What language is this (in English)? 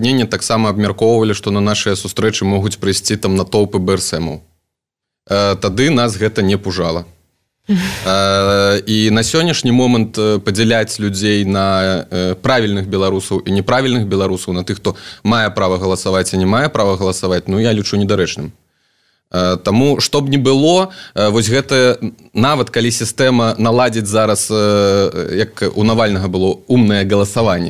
Belarusian